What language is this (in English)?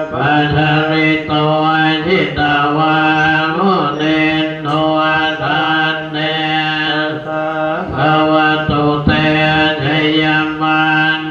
Pali